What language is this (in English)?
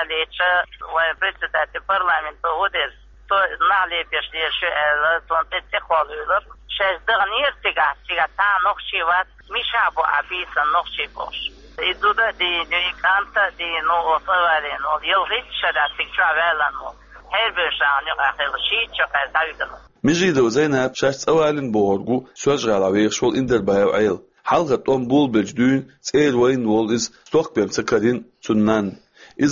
Chechen